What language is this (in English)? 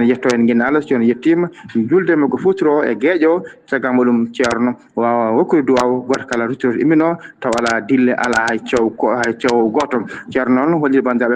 Fula